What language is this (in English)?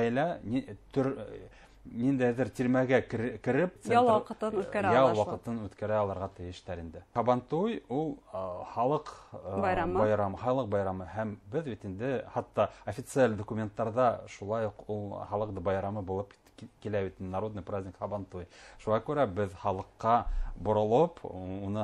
Bashkir